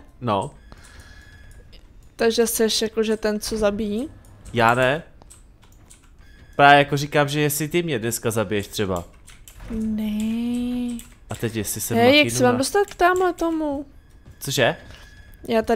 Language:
Czech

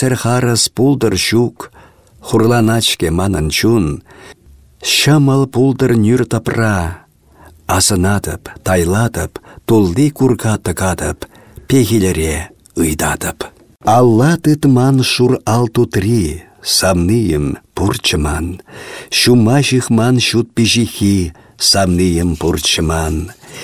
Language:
Chuvash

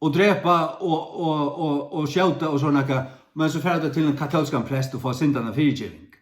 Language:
Faroese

